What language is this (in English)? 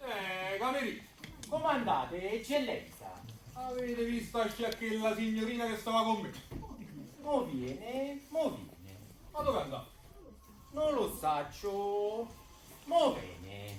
Neapolitan